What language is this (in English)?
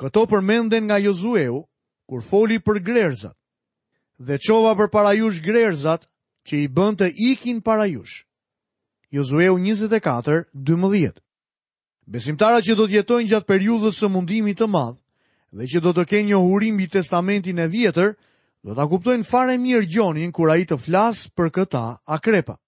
Albanian